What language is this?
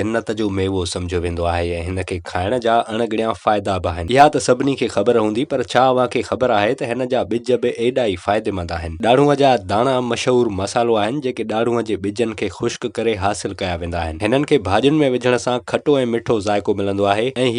Sindhi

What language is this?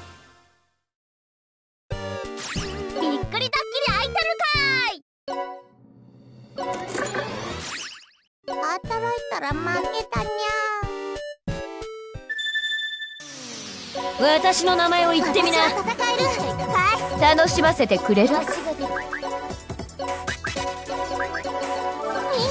Japanese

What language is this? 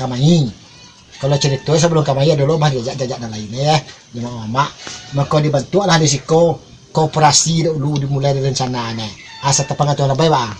Minangkabau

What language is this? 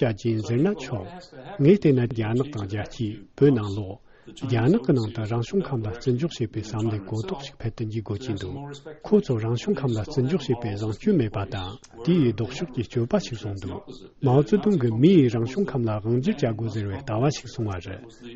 Tibetan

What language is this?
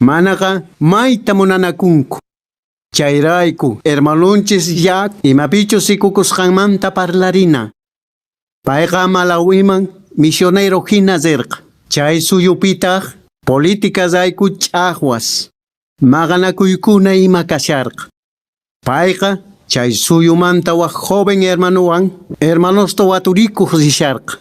Quechua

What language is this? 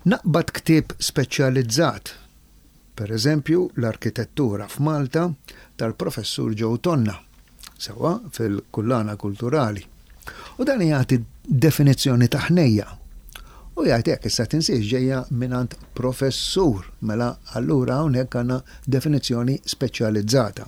Maltese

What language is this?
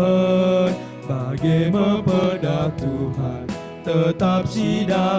Batak Karo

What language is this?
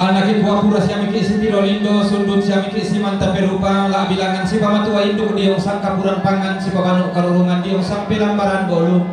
Toraja-Sa'dan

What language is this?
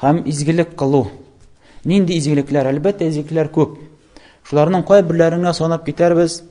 Tatar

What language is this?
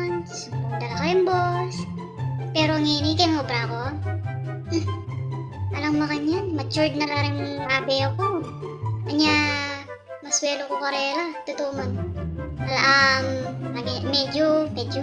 Pampanga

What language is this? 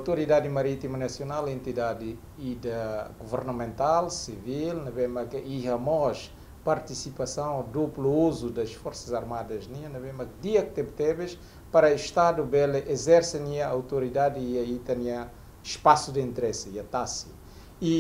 Tetum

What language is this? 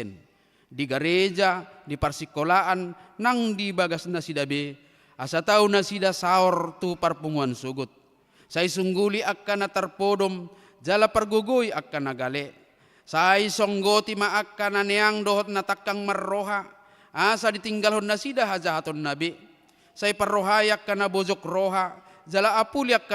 Batak Toba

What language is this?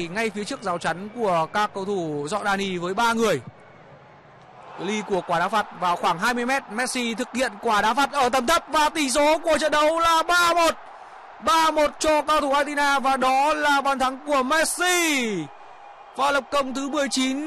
Vietnamese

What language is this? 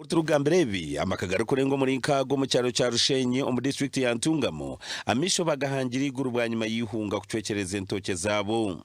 Nyankole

